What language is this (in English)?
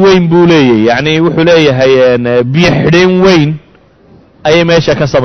Somali